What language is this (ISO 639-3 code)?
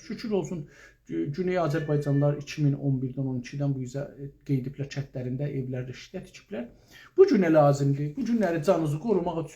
azb